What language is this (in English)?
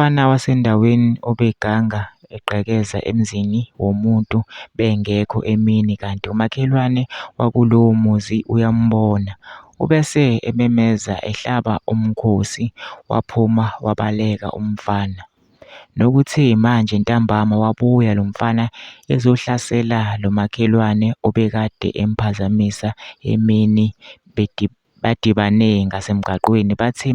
Zulu